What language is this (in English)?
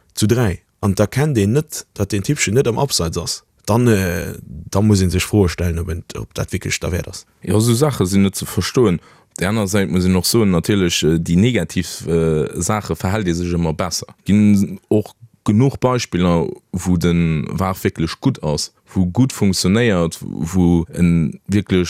Luxembourgish